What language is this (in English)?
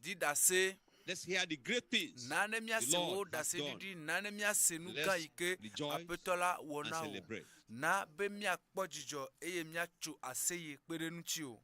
Ewe